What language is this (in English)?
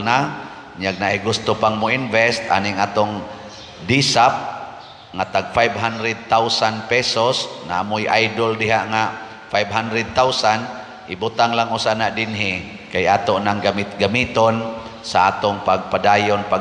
Cebuano